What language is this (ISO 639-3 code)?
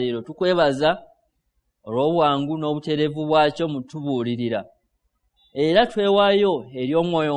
lug